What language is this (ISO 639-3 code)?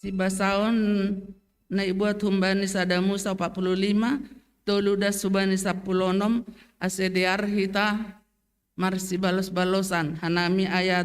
bts